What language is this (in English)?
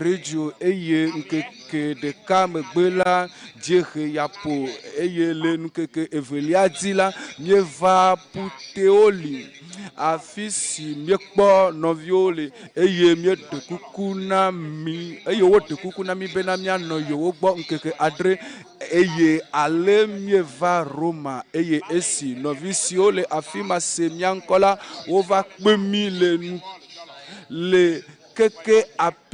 Ewe